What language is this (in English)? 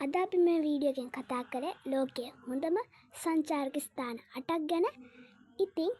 Sinhala